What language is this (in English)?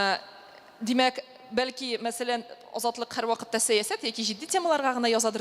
Tatar